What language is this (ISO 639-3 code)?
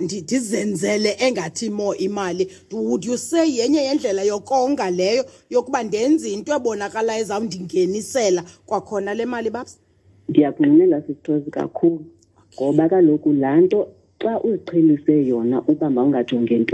xho